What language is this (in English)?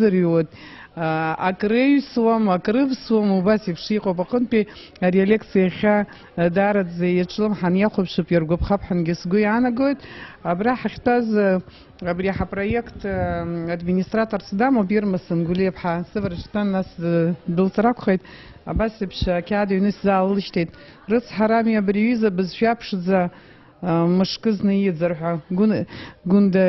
Abkhazian